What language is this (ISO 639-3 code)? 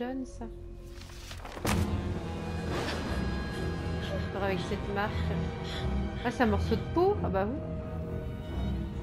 fra